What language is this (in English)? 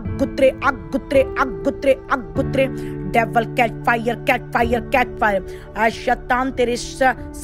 Punjabi